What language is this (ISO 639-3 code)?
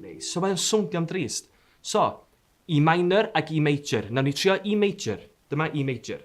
cym